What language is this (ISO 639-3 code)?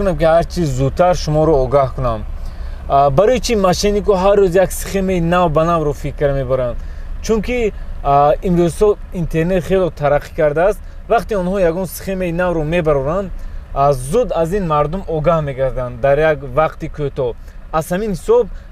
tgk